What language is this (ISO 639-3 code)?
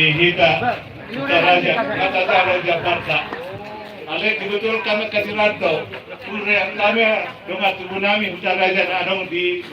bbc